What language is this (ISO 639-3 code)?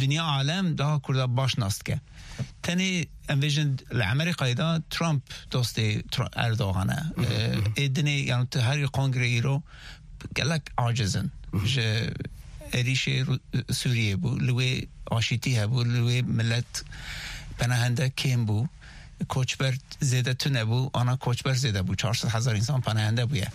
kur